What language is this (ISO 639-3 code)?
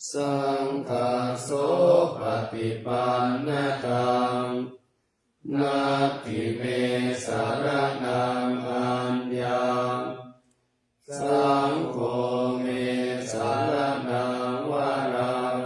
pli